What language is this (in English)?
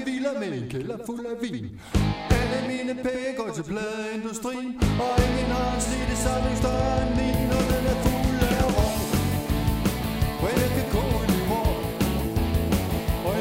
Danish